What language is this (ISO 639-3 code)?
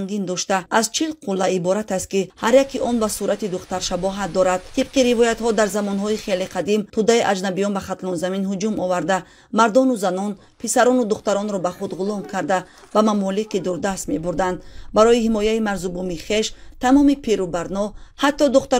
tgk